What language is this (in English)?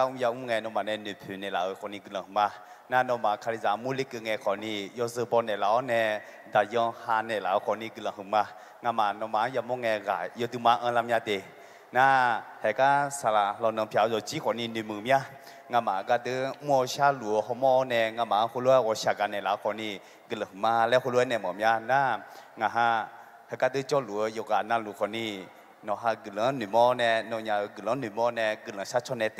Akha